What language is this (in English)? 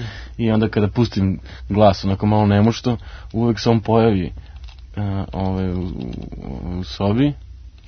Serbian